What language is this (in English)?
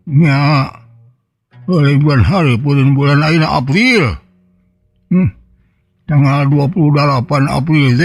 Sundanese